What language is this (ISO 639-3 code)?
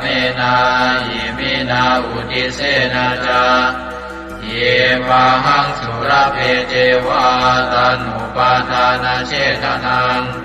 pli